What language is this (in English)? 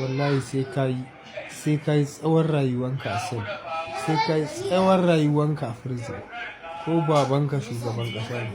Hausa